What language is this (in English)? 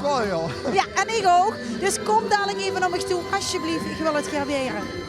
Limburgish